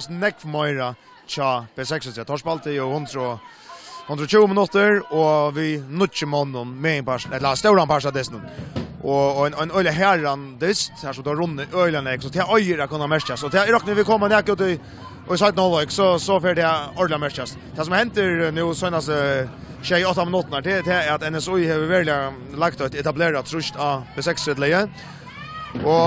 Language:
Faroese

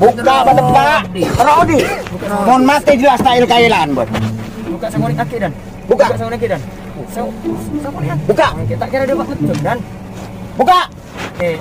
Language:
Madurese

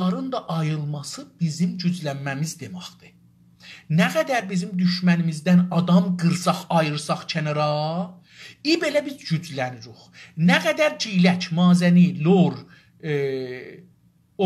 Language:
South Azerbaijani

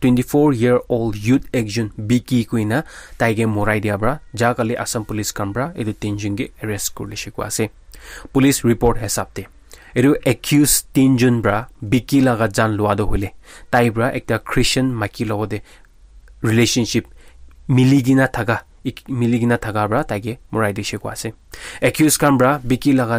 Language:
Naga Pidgin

